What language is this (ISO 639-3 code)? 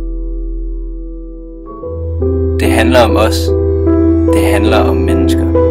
dan